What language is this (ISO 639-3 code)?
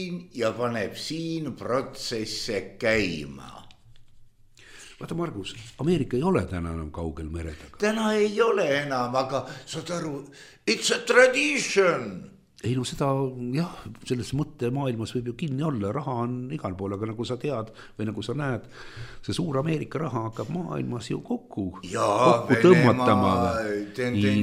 est